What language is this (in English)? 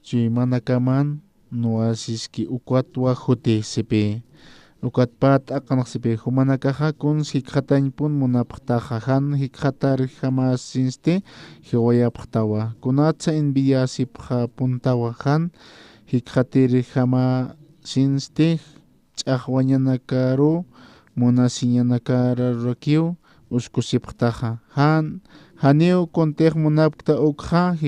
Aymara